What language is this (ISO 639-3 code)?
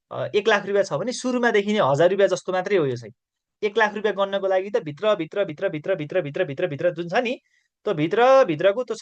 nep